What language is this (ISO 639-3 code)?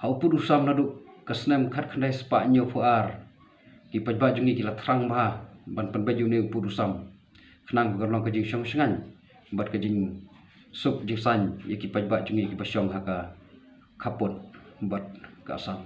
kha